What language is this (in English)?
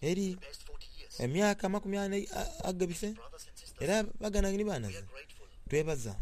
Soga